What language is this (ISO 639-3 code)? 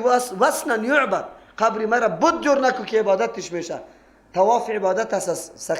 fas